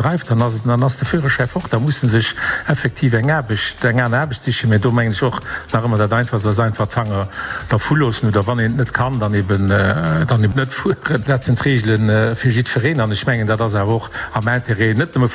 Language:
Luxembourgish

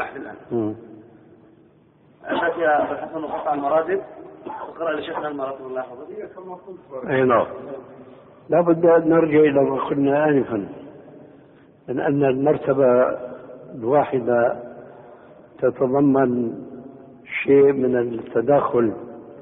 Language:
Arabic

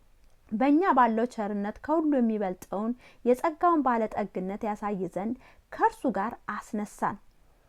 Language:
Amharic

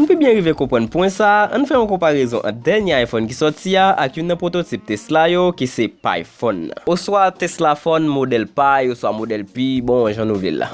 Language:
Haitian Creole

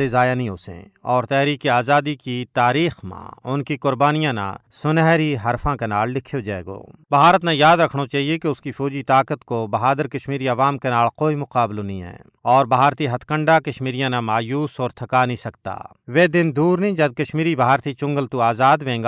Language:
Gujari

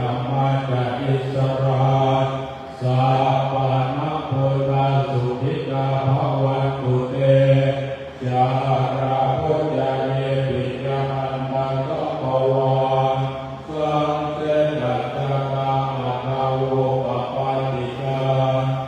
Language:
Pali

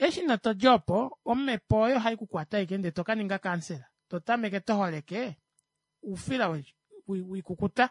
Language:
Kuanyama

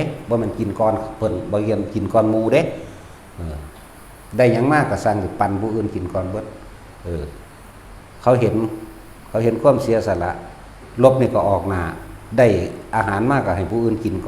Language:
Northeastern Thai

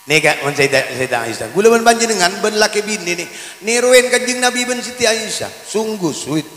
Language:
Madurese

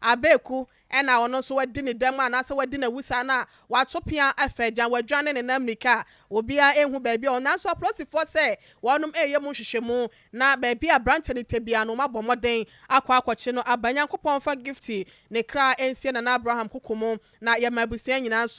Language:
Akan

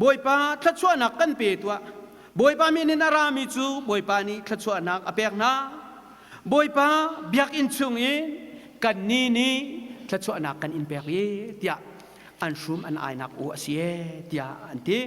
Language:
Hakha Chin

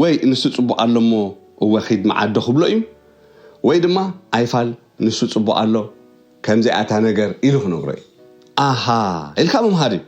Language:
Tigrinya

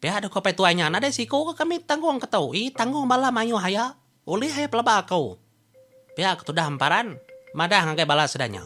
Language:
Iban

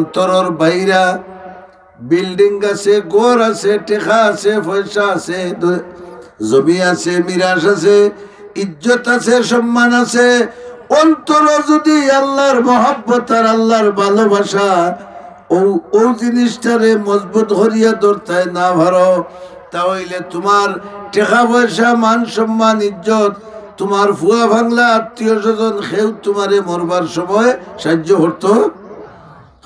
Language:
Sylheti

